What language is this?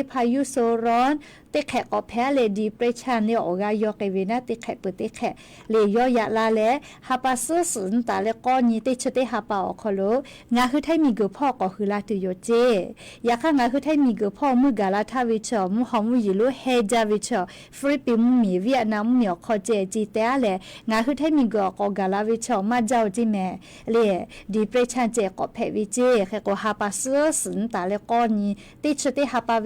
Lahu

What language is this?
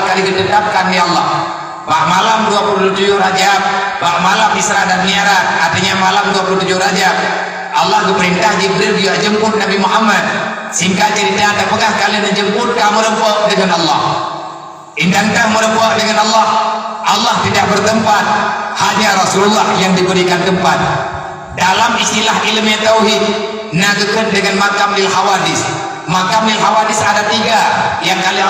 Achinese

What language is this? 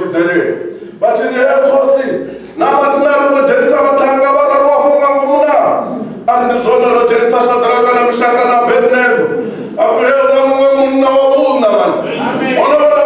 Venda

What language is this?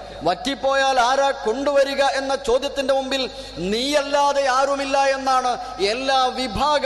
Malayalam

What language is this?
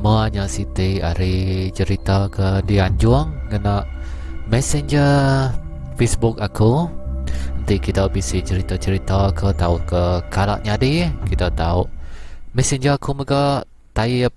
Iban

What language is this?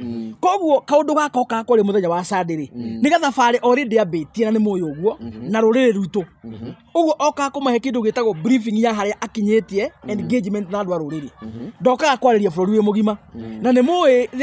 Kikuyu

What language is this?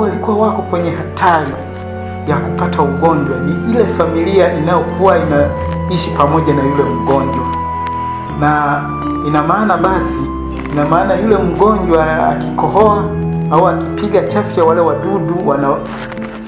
Swahili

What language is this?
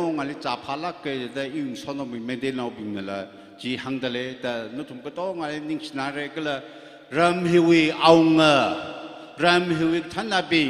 Tangkhul Naga (India)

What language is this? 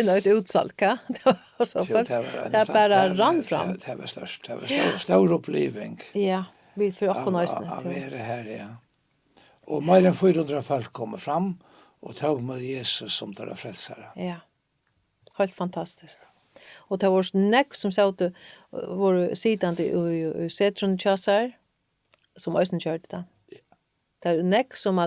Faroese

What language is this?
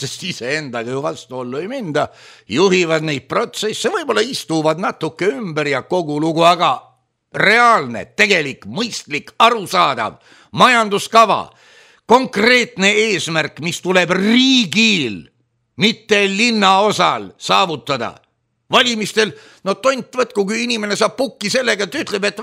Estonian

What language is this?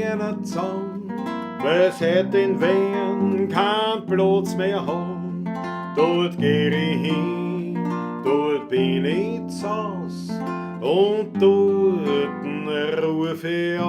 Bavarian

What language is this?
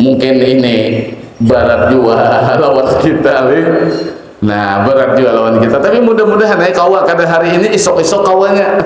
Banjar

